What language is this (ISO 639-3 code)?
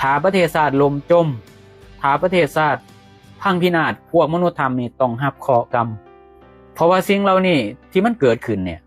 lao